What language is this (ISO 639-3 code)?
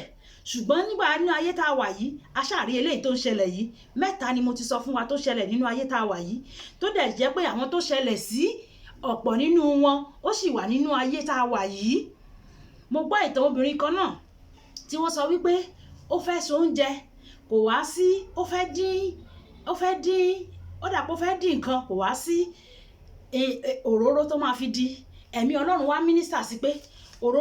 yor